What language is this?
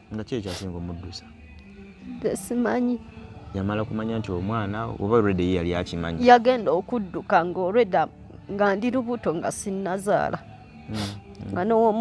Ganda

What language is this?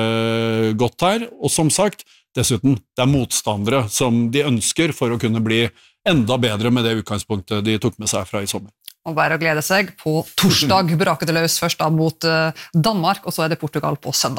Norwegian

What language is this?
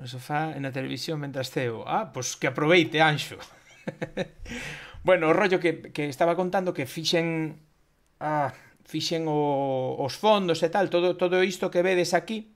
Galician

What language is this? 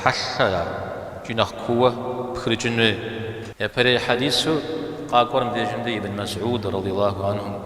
Kabardian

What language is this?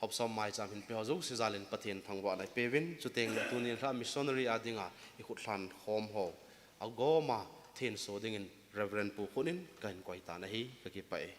Thado Chin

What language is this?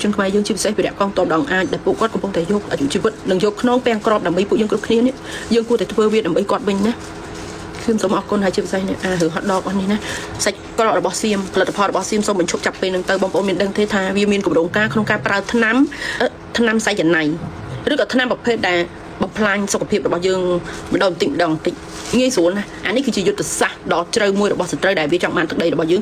Khmer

